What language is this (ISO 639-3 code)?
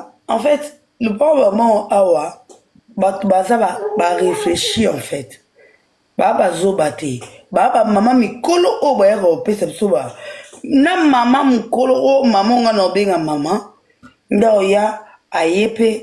lin